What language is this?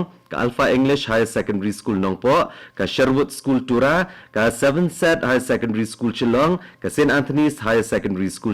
Khasi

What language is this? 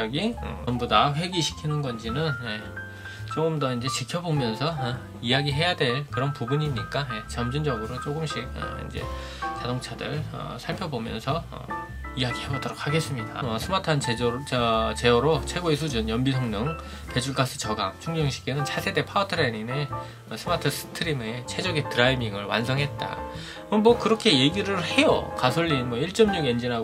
Korean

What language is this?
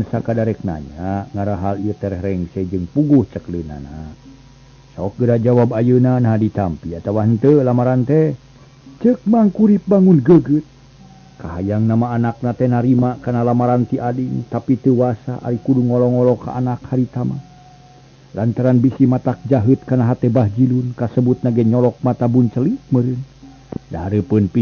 Sundanese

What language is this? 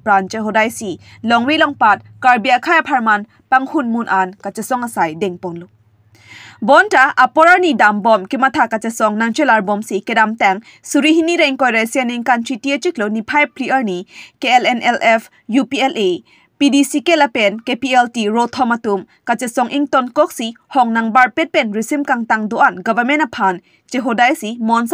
Karbi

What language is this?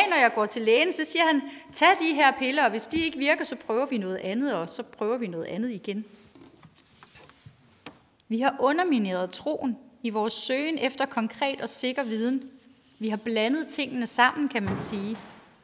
Danish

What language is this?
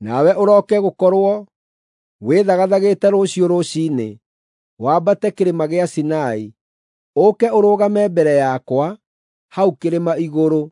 Kikuyu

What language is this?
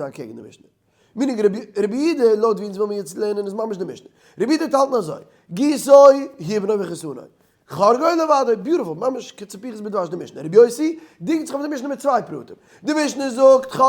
Yiddish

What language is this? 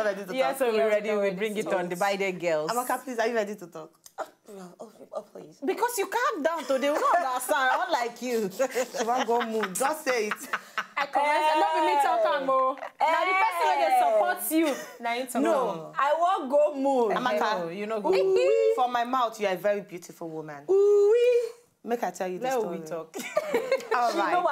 Nigerian Pidgin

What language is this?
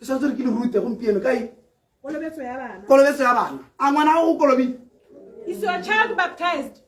Tswana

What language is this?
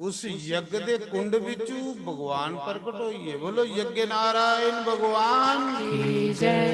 Dogri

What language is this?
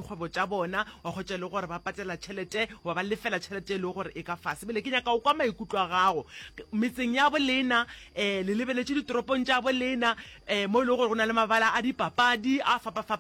Northern Sotho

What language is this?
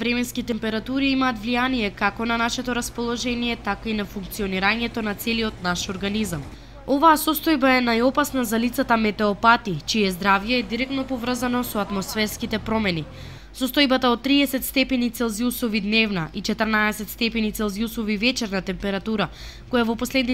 Macedonian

